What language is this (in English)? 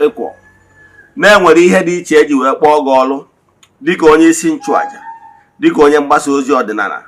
Igbo